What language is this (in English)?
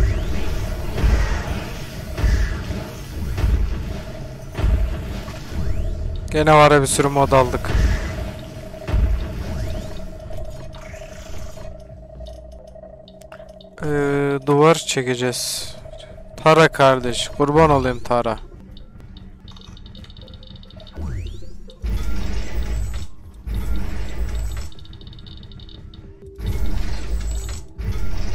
Turkish